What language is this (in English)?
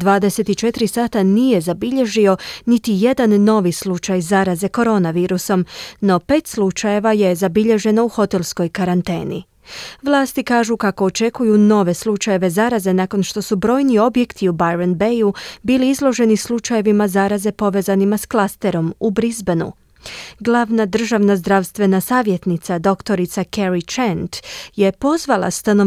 Croatian